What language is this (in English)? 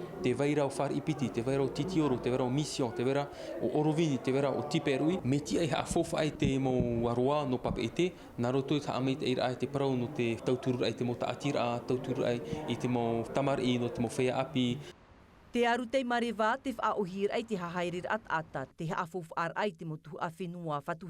Tahitian